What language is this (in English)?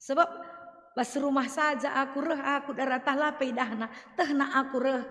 Batak Karo